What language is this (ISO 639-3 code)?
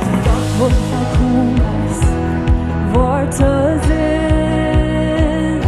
pdt